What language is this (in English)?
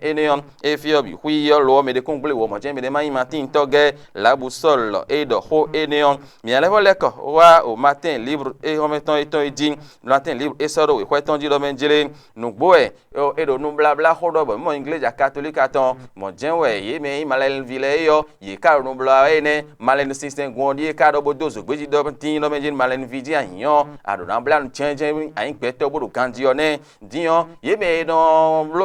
Fon